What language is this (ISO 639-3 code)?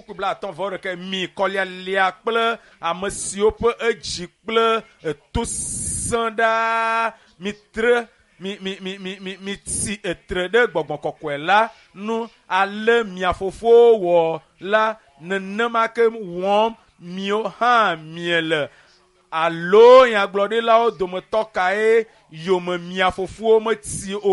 ewe